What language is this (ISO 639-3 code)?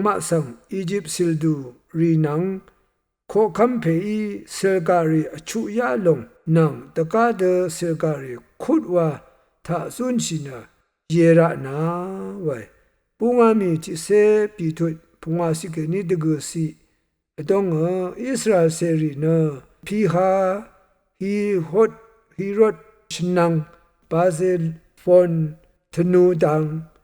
raw